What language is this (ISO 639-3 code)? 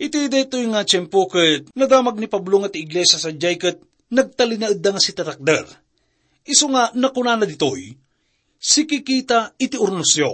ilo